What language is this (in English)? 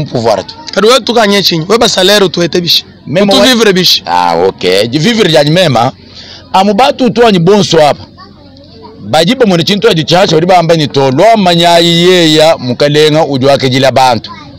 Luba-Lulua